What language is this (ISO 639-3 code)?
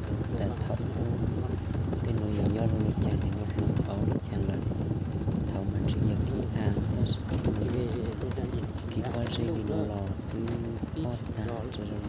hmn